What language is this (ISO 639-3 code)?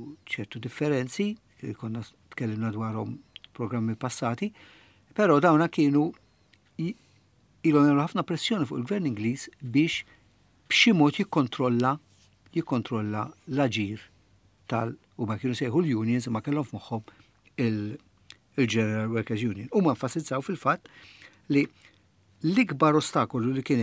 mlt